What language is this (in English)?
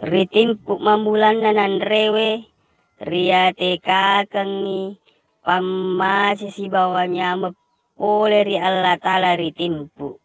Buginese